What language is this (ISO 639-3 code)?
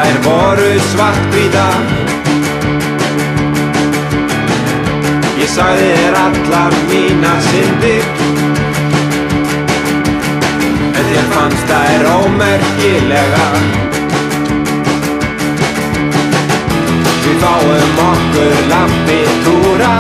isl